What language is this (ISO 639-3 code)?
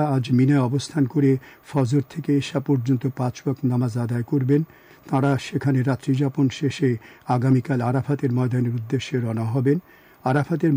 ben